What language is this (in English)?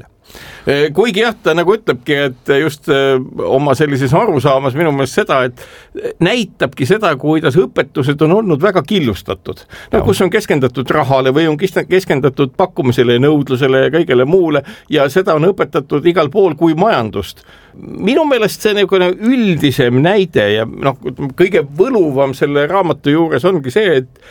Estonian